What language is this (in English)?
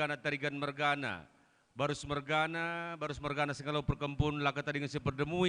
Batak Karo